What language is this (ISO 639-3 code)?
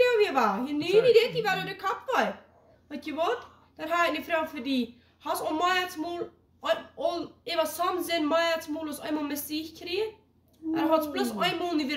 pdt